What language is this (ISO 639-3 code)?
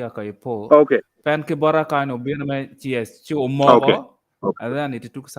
ach